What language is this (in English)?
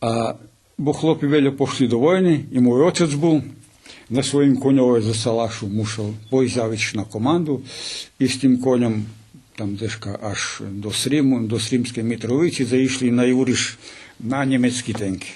Rusyn